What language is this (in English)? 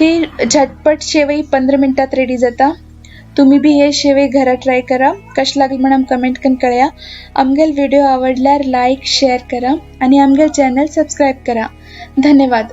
Konkani